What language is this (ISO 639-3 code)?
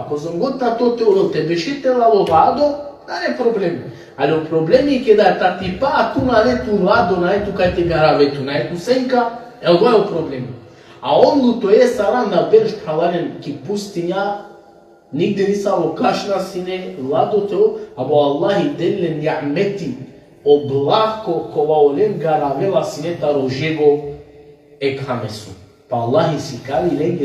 rmn